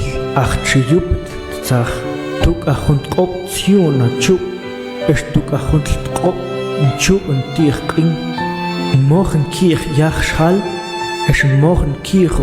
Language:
Mam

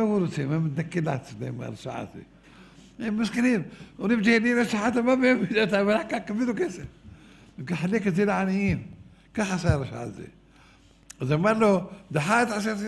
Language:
Hebrew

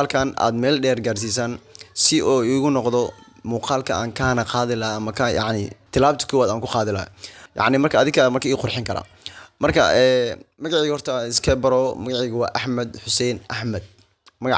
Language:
Somali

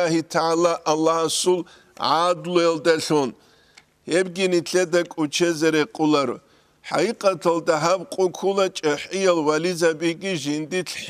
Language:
Avaric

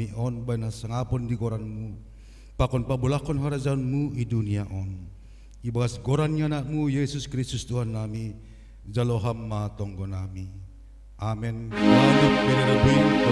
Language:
Batak Simalungun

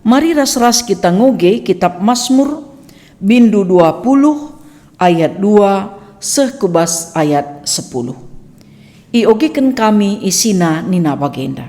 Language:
Batak Karo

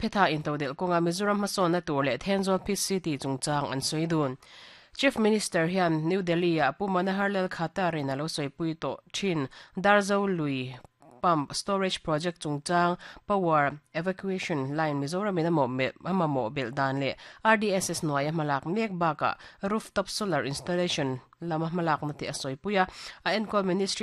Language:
Mizo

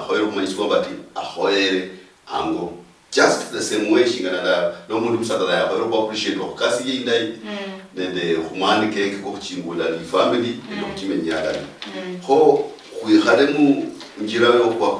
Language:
Luyia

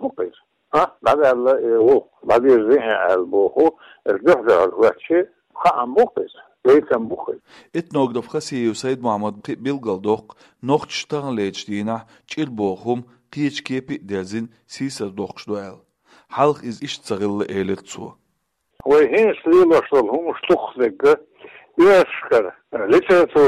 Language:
Chechen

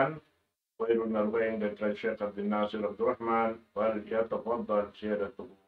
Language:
Tausug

